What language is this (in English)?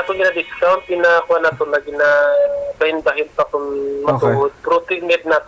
Hiligaynon